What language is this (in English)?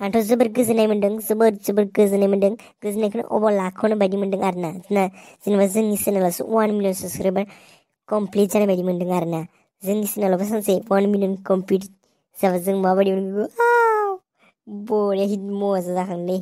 Bodo